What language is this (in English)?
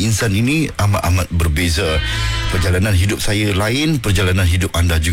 Malay